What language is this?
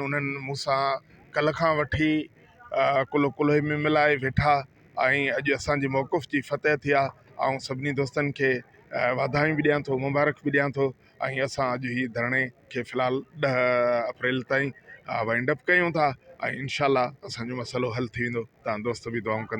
Sindhi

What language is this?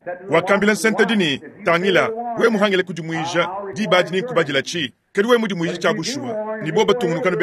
Luba-Lulua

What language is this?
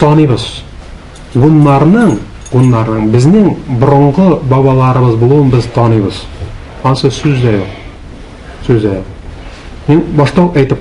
Tatar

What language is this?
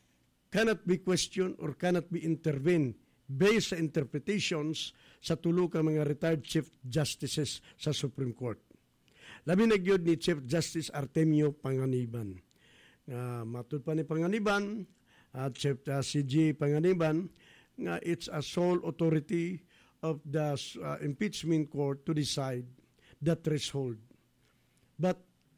Cebuano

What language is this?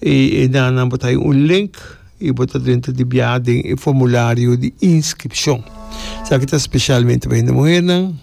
Papiamento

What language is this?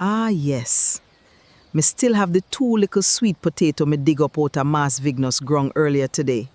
Jamaican Creole English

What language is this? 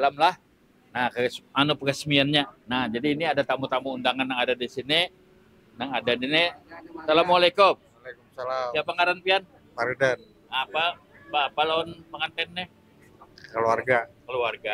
Banjar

